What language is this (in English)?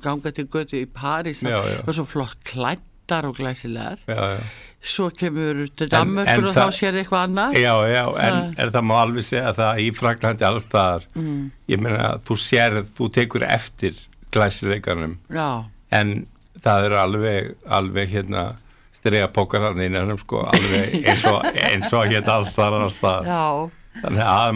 Icelandic